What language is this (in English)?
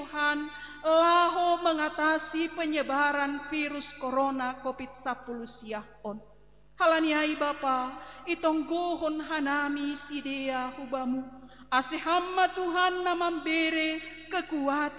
Batak Simalungun